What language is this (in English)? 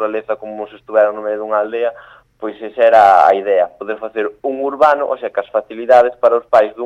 Galician